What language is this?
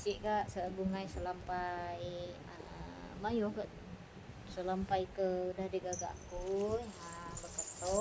Iban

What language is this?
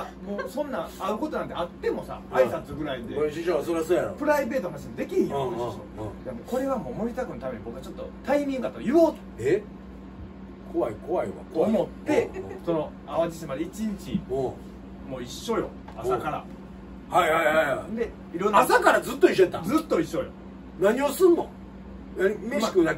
Japanese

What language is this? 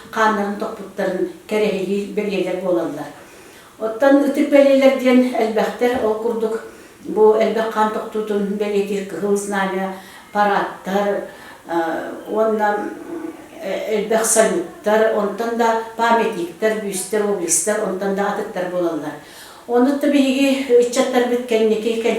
Yakut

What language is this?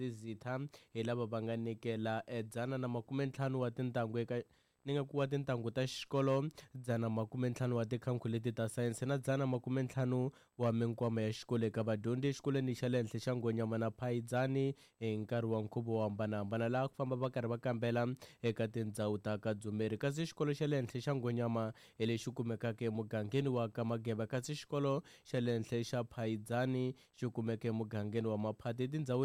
Tsonga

